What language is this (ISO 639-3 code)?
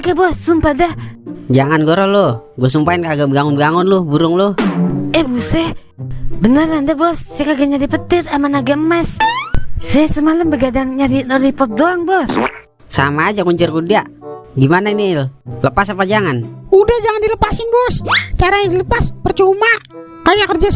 bew